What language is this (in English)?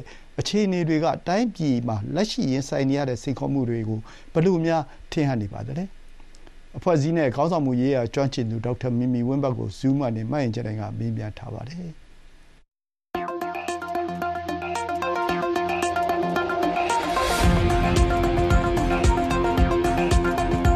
Burmese